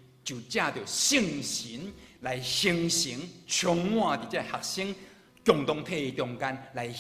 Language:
Min Nan Chinese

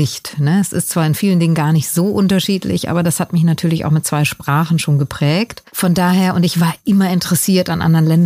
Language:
German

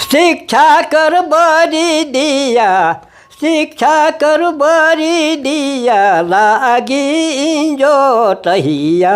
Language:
Sadri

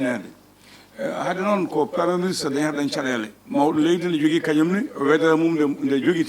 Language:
Fula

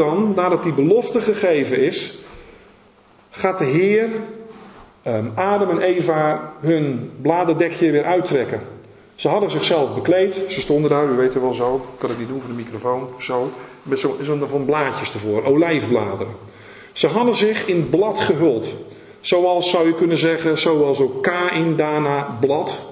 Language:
Dutch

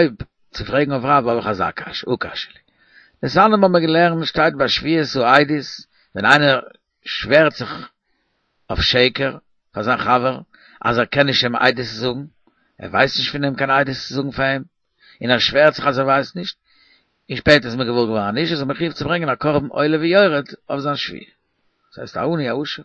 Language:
Yiddish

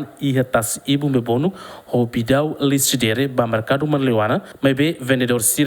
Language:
Tetum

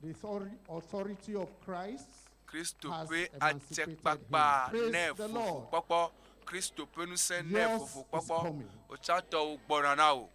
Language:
Ewe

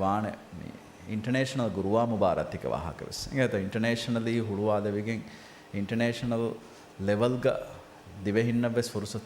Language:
Divehi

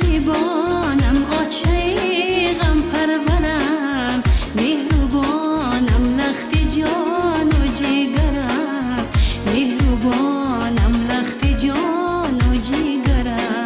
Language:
Tajik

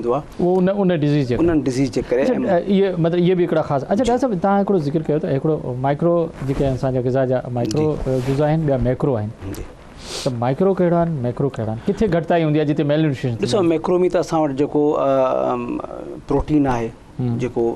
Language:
Sindhi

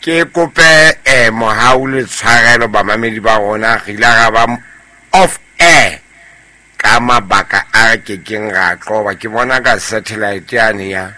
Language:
Southern Sotho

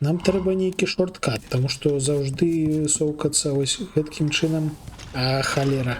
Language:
Belarusian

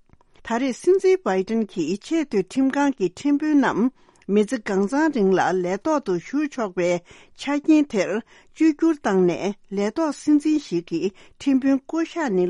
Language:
Tibetan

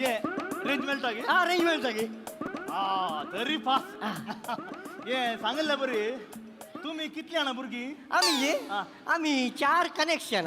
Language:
Konkani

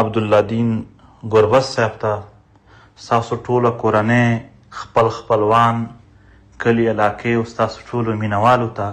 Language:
Pashto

